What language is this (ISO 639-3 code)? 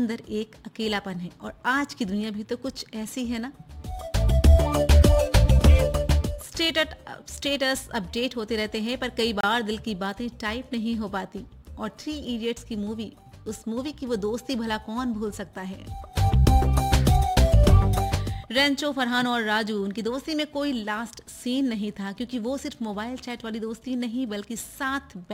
hin